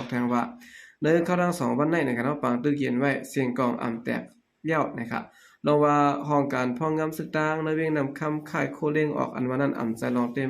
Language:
Shan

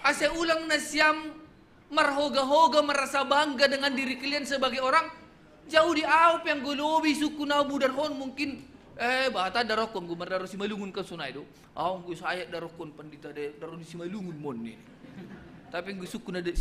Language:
Batak Simalungun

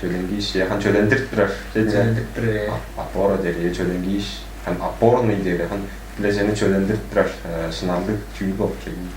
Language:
Tuvinian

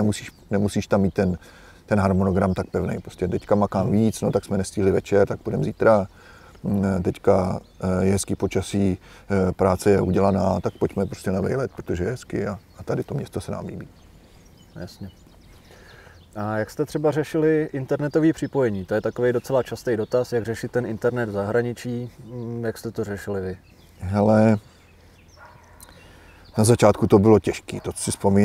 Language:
Czech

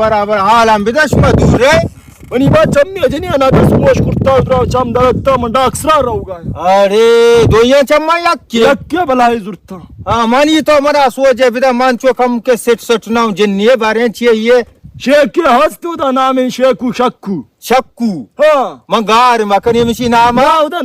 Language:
Baluchi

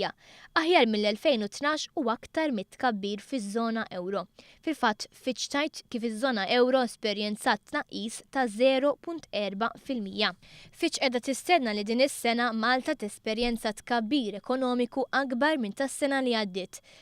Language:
Maltese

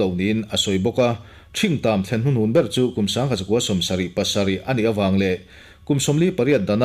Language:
Mizo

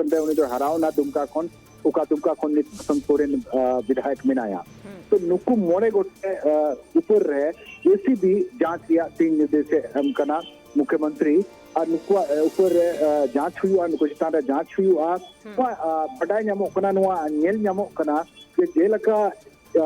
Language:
Santali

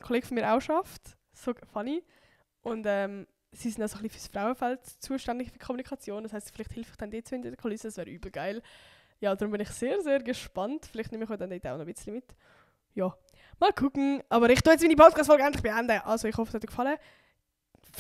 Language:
Swiss German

